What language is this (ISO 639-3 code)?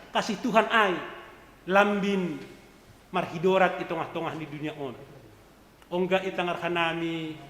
bts